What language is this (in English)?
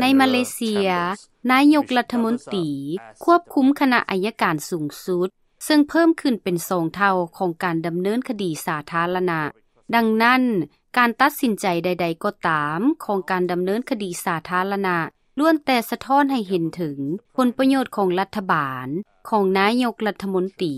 Lao